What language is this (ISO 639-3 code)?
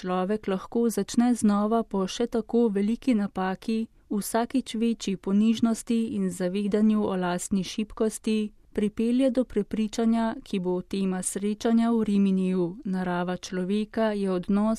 slv